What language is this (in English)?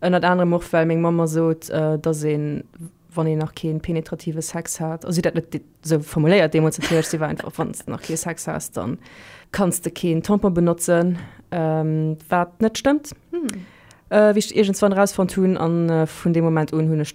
Luxembourgish